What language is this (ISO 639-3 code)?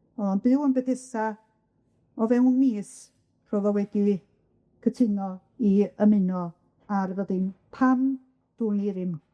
cym